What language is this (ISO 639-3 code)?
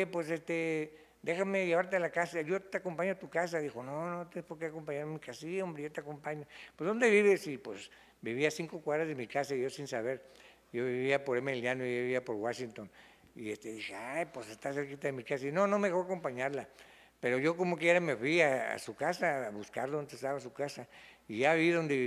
spa